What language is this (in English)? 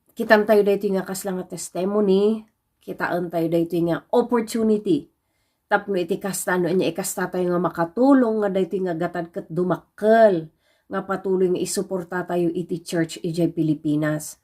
Iloko